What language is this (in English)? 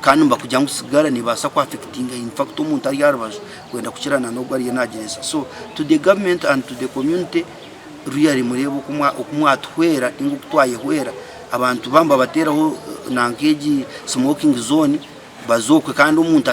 Nyankole